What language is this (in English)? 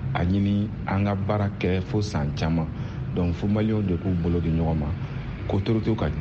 Bambara